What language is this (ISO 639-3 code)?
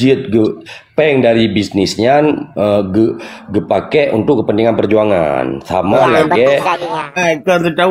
ace